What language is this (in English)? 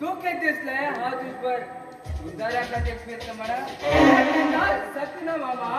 Konkani